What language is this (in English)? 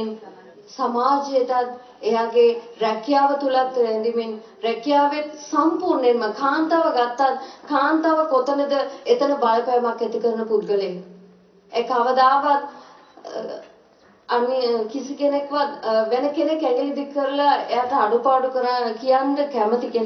Sinhala